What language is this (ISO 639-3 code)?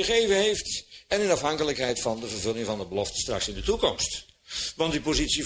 nld